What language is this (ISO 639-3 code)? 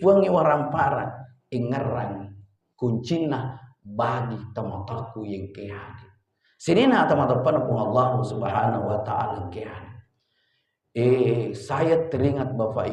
bug